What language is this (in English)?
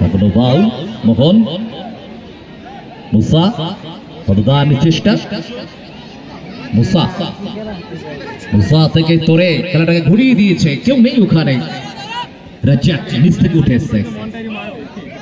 Bangla